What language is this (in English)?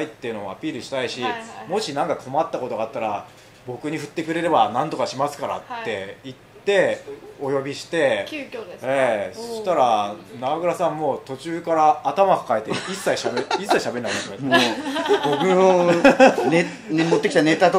Japanese